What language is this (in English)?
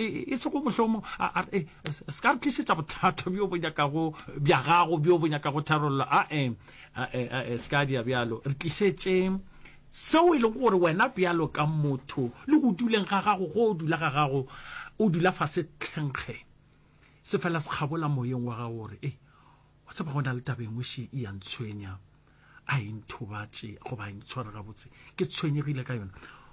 Northern Sotho